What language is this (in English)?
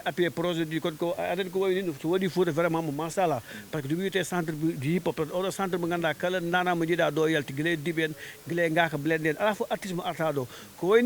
Fula